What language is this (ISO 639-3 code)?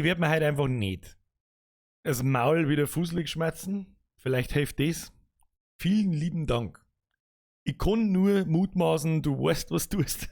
bar